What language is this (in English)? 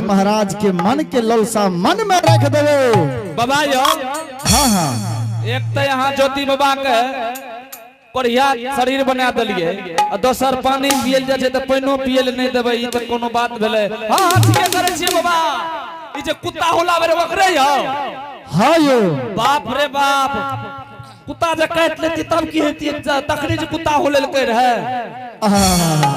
Angika